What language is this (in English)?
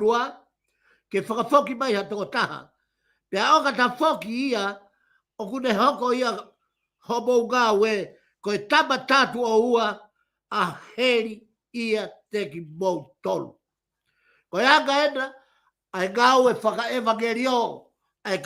Tongan